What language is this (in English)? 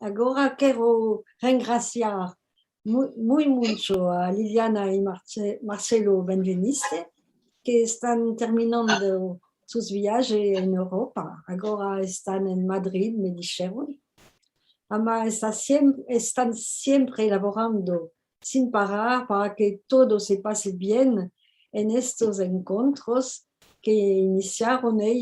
Ladino